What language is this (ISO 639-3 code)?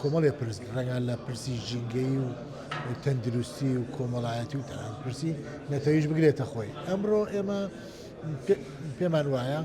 ckb